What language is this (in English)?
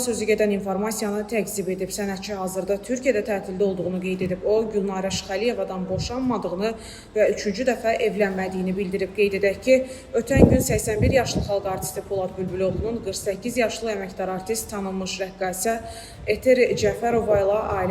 Azerbaijani